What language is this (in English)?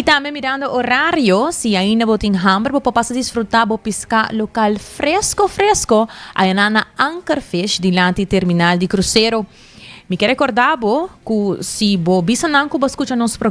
Papiamento